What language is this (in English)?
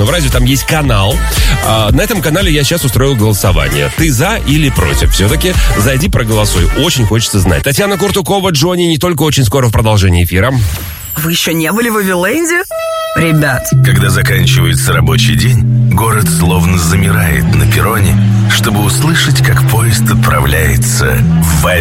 Russian